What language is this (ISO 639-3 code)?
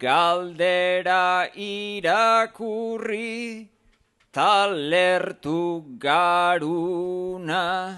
eus